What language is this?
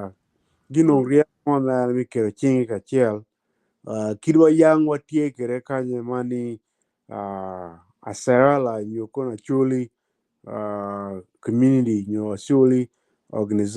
Acoli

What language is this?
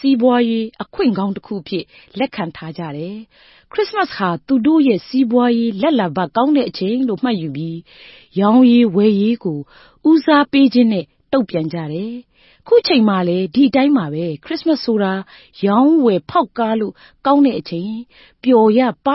Burmese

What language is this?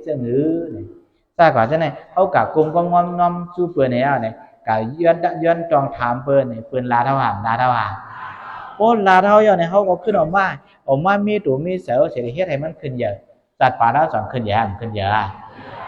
Shan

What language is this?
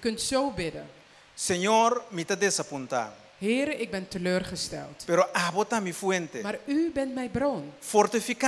Papiamento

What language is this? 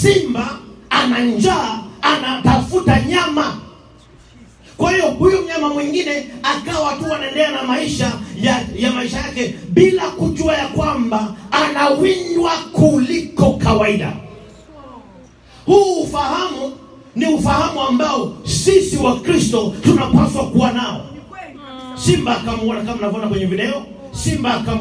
Swahili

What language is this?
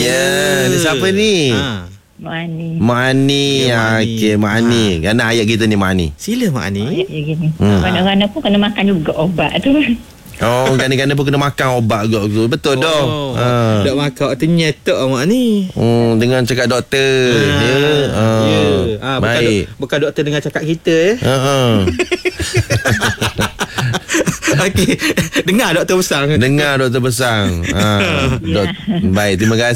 Malay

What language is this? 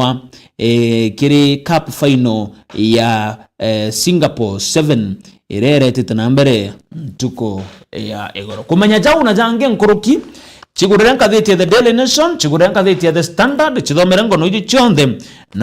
Meru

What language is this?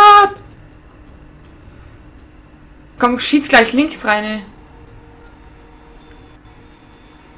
German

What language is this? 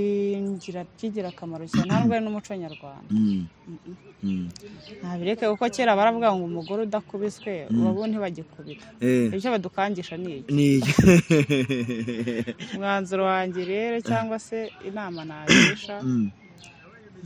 Kinyarwanda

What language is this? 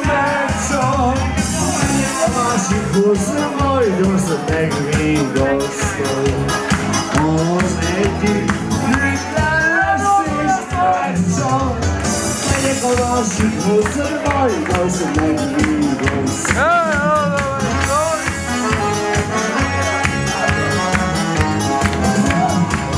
Hungarian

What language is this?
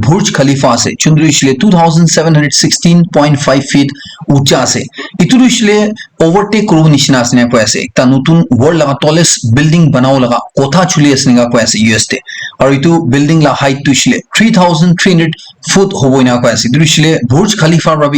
Naga Pidgin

